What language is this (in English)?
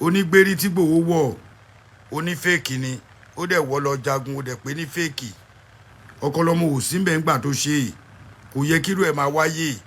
Yoruba